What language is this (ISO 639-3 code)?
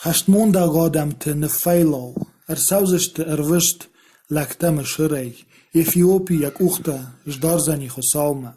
oss